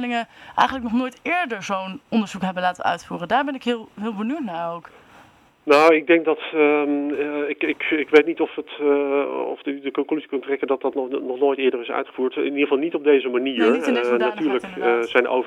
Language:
Dutch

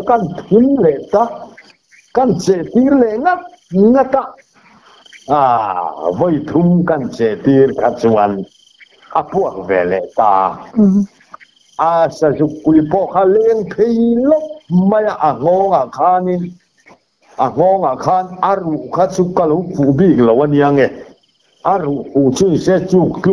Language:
Mizo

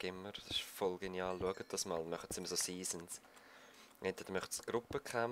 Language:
Swiss German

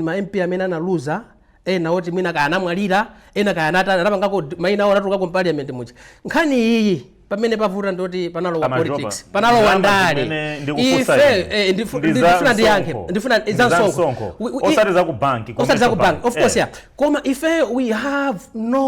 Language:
Nyanja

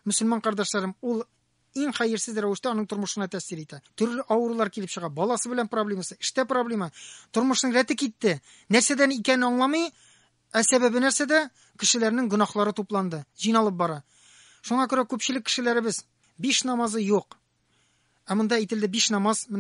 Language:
Tatar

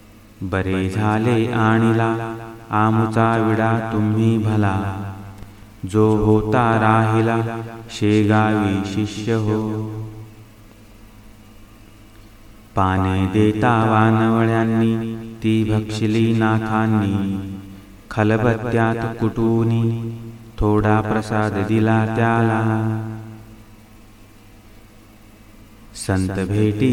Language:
Marathi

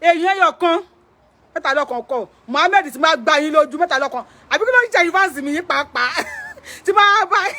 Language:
Yoruba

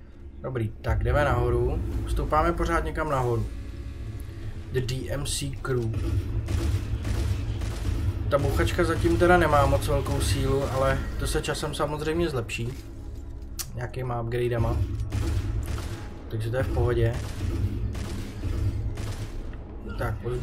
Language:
Czech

